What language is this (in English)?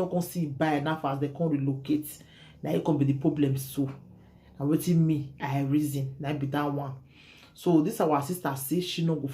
Nigerian Pidgin